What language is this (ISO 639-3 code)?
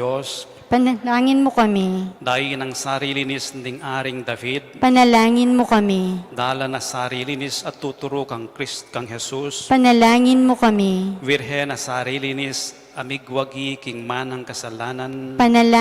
pam